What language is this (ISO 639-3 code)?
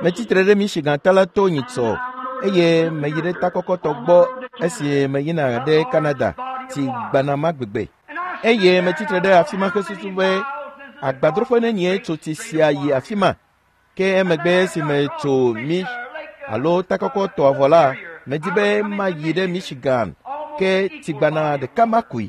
ewe